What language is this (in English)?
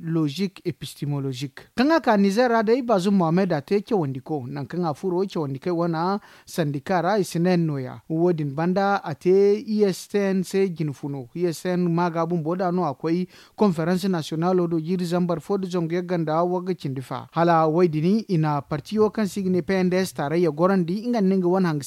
Zarma